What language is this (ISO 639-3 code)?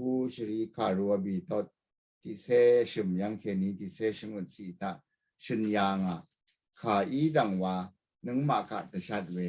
raw